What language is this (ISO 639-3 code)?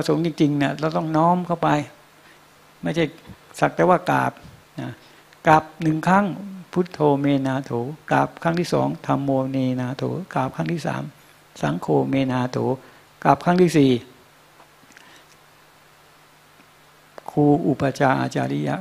tha